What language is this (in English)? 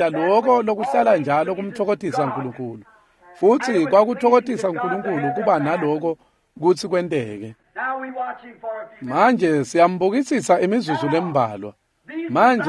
Swati